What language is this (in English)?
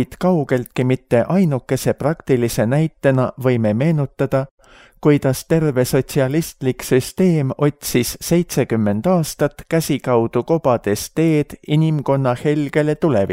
Estonian